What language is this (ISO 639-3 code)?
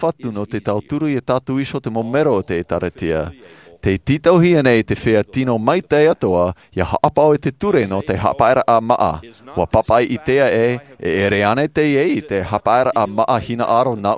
tah